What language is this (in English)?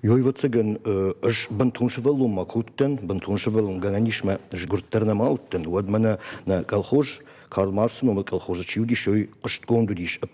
Ossetic